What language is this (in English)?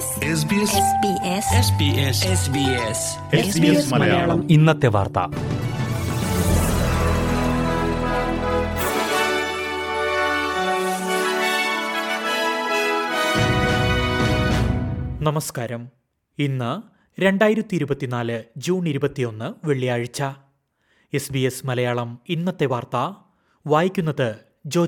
Malayalam